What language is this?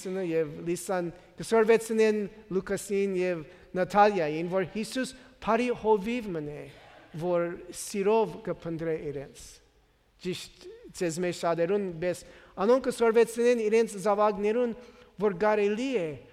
Western Armenian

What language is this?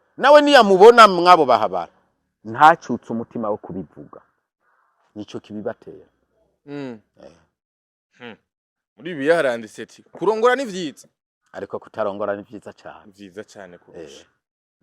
Rundi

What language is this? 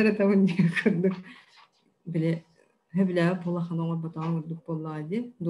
Yakut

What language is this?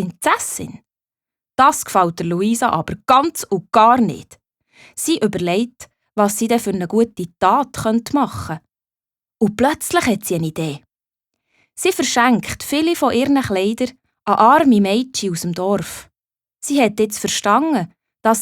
Swiss German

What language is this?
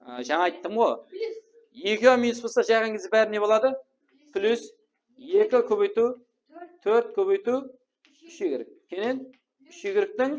Kara-Kalpak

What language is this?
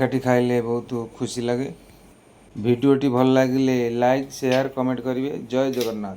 Odia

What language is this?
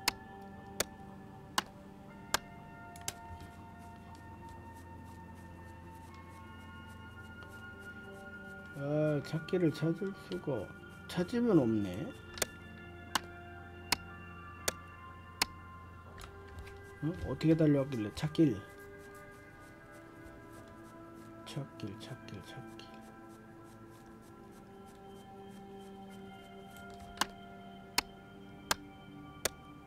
Korean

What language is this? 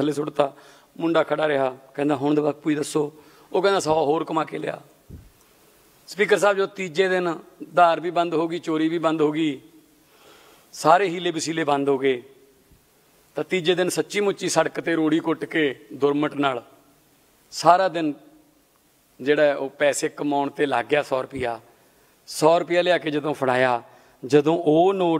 Punjabi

